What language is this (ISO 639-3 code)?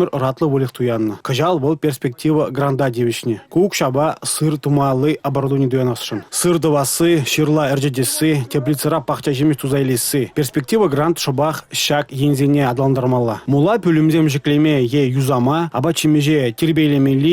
chv